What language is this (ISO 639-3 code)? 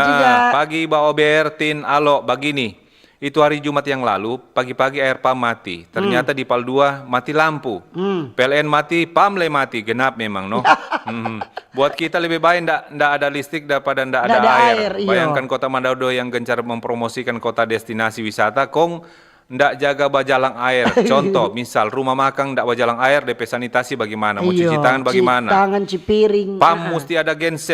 xmm